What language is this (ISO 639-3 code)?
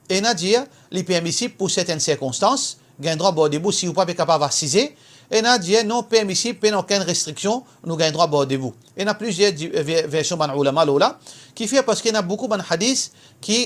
mfe